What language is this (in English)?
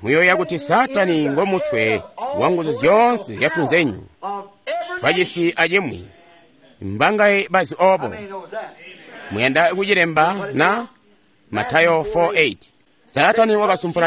Tonga (Zambia)